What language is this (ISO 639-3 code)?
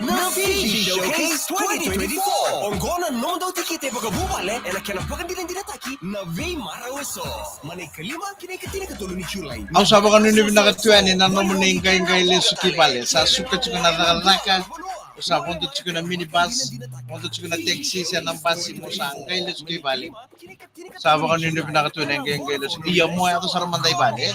fij